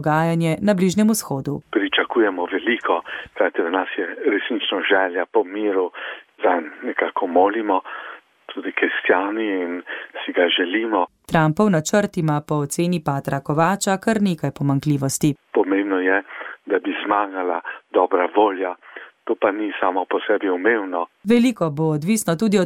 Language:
Slovenian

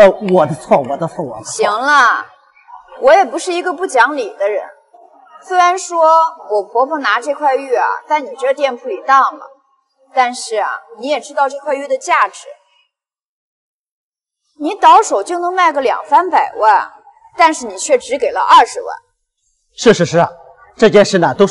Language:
Chinese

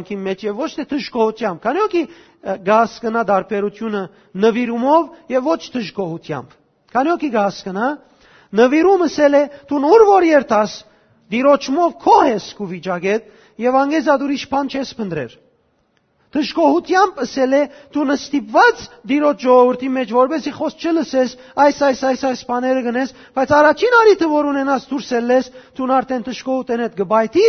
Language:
Western Armenian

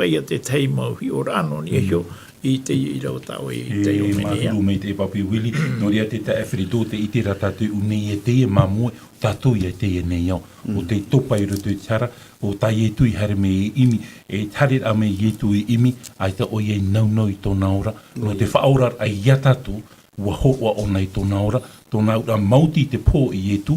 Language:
Tahitian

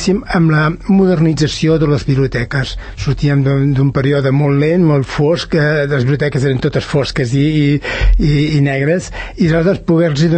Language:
Catalan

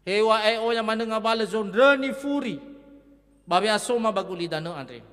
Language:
Nias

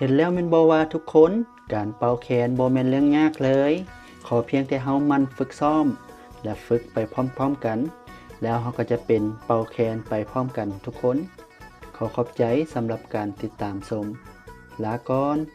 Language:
Lao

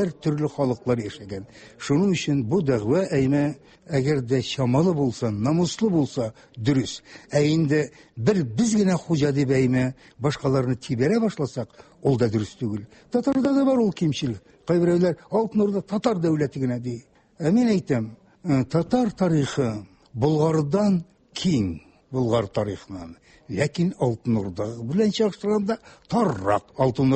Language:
Tatar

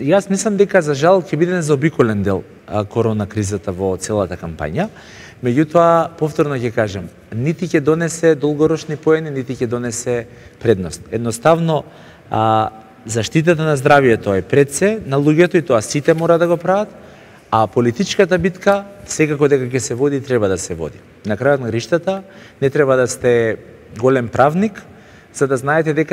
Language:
Macedonian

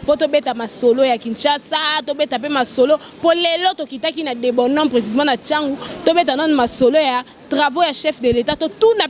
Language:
Lingala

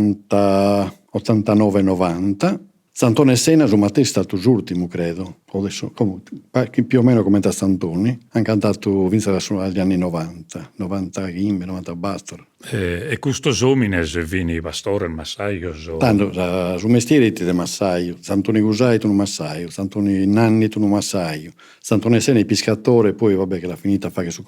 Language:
Sardinian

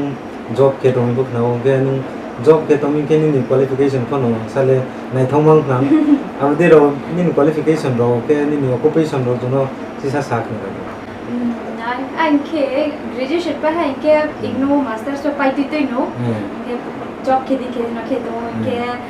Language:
Riang (India)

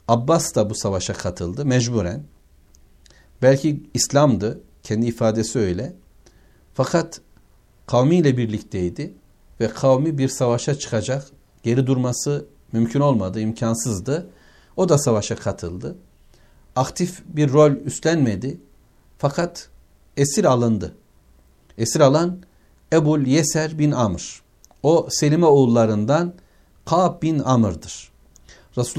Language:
Turkish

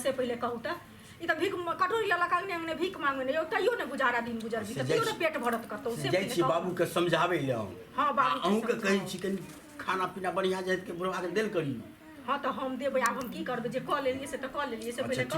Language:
Maithili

